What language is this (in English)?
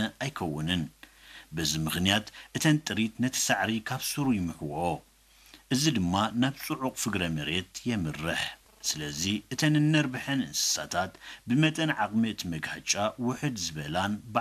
Tigrinya